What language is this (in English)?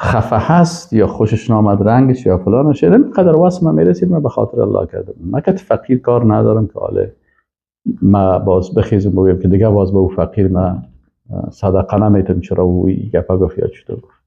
Persian